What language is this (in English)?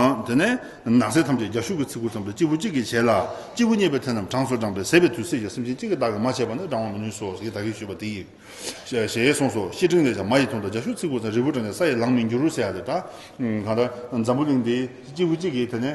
Tibetan